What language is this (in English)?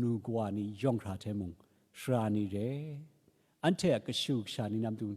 Kachin